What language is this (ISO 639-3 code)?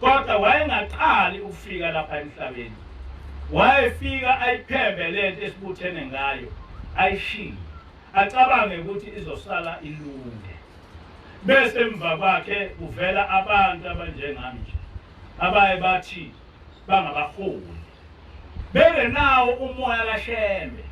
zul